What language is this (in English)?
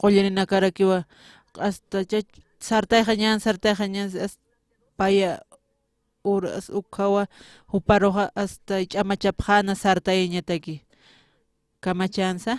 Aymara